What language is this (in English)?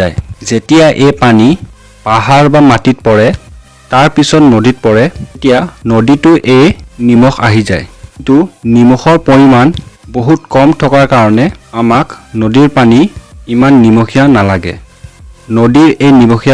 Assamese